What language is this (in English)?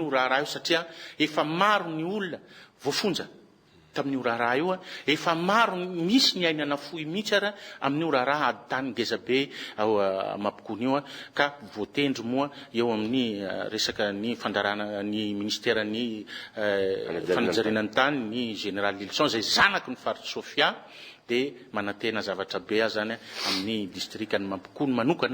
Malagasy